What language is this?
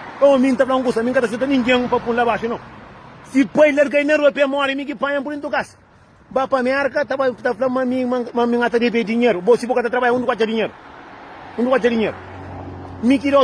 Kabuverdianu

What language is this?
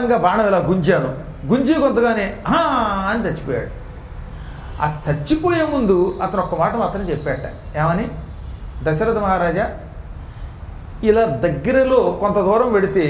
Telugu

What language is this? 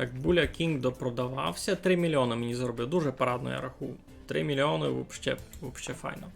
Rusyn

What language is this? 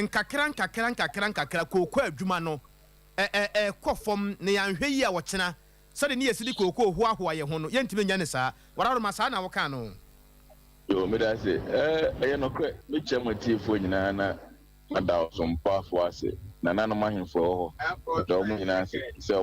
Akan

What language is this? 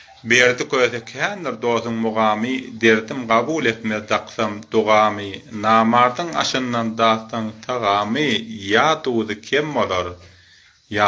Turkmen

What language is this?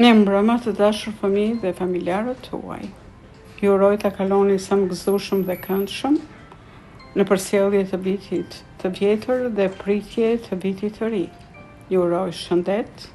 Albanian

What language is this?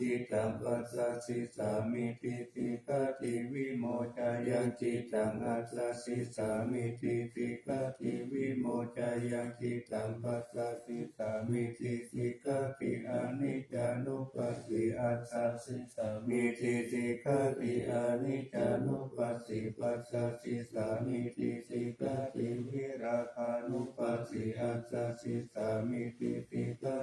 Pali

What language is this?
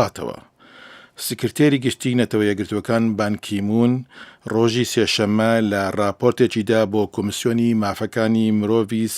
Central Kurdish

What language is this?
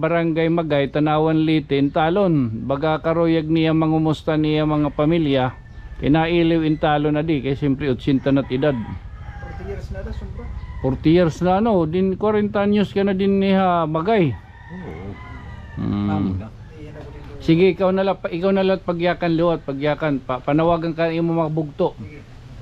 Waray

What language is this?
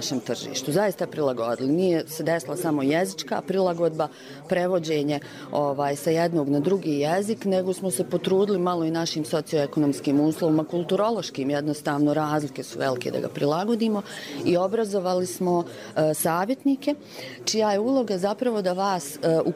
Bosnian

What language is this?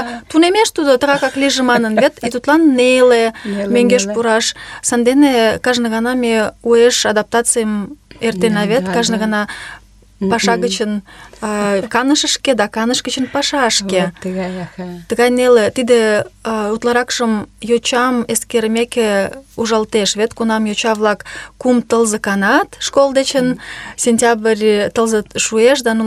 Mari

